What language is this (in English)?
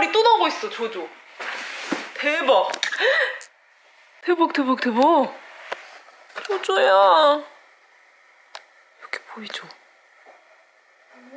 Korean